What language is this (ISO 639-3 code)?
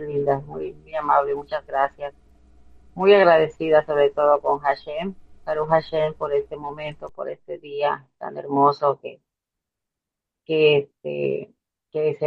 spa